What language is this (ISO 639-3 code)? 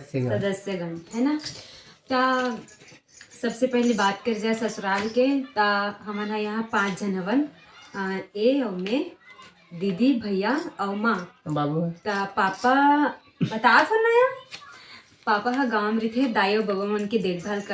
hne